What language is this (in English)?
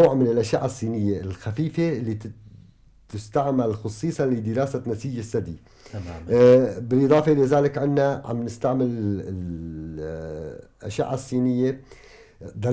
North Levantine Arabic